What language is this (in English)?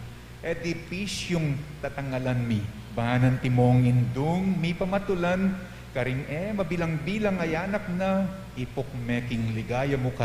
Pampanga